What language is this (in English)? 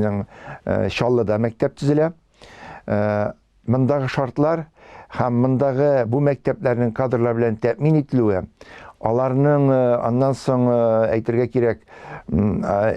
Tatar